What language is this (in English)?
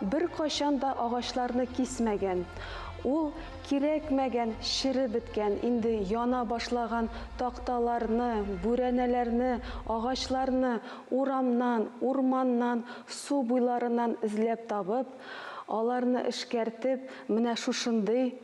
Tatar